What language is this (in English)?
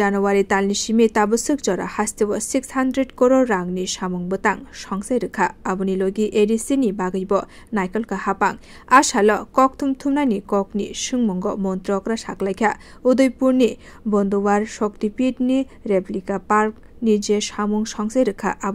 Kok Borok